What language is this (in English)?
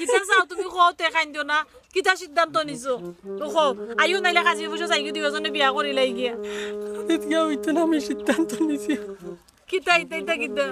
Sylheti